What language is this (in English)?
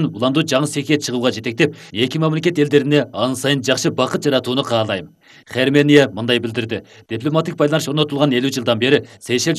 Kyrgyz